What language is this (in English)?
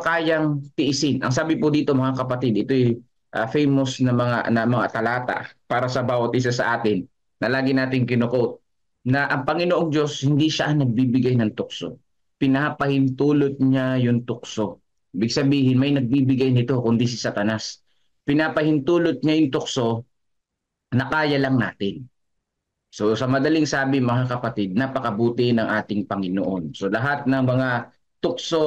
Filipino